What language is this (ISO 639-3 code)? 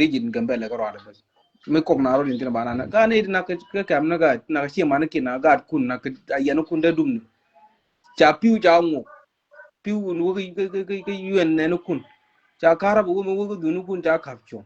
nus